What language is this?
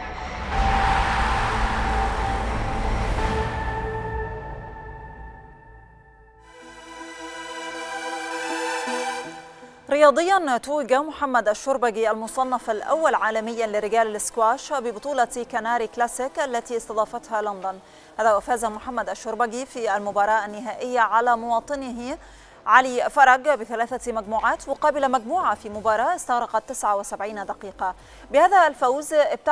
Arabic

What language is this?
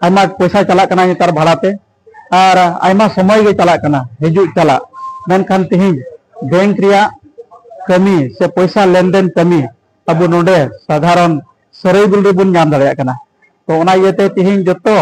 Santali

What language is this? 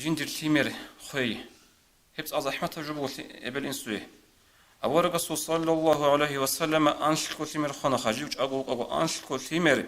Avaric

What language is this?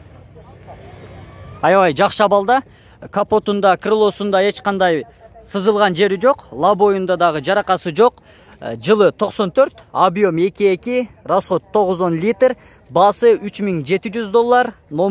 Kyrgyz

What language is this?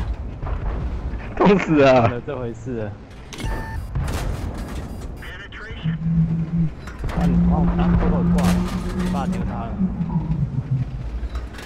Chinese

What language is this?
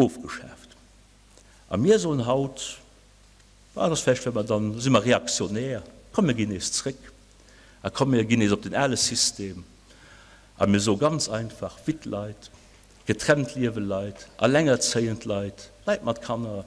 Luxembourgish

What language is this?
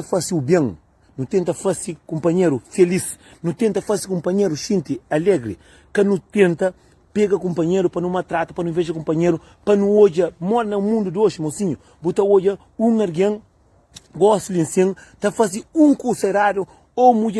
Kabuverdianu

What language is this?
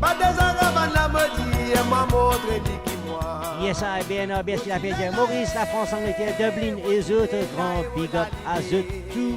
Morisyen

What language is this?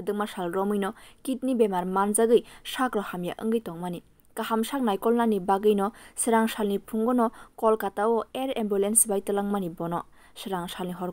Kok Borok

